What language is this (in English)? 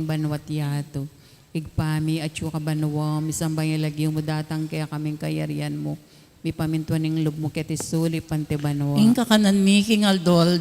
Pampanga